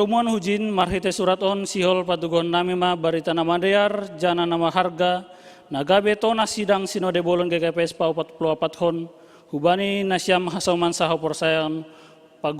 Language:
Batak Simalungun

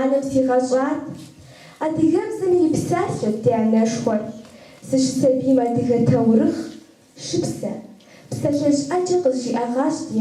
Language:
Kabardian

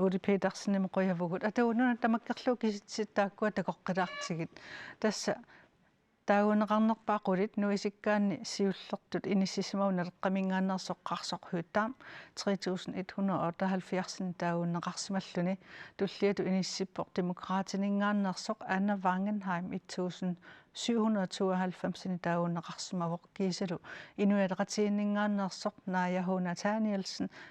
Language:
Kalaallisut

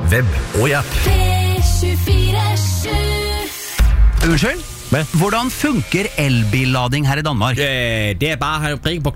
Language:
Norwegian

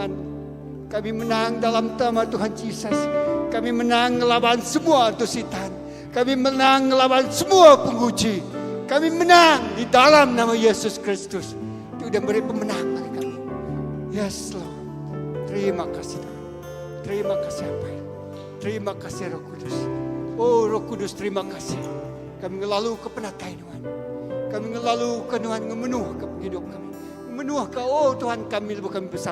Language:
Iban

